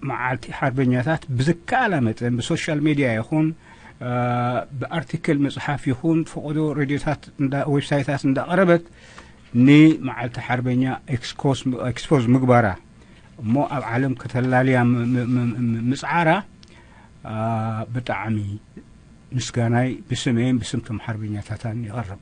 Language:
Tigrinya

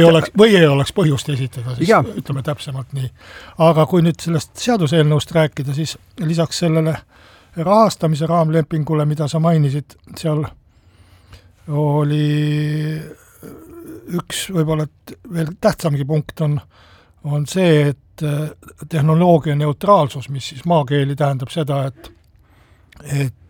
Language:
Estonian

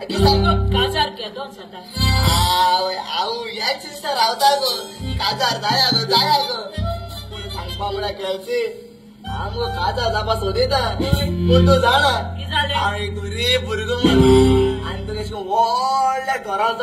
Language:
Konkani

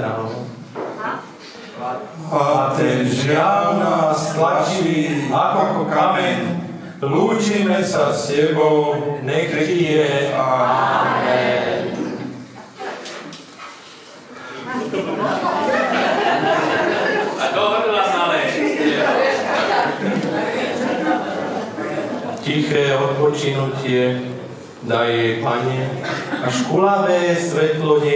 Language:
Slovak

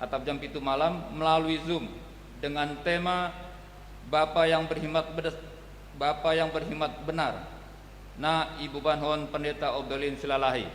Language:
Batak Simalungun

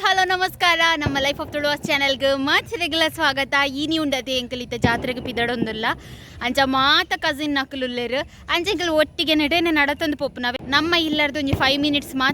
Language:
Tulu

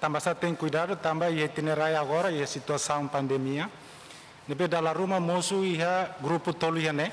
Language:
Tetum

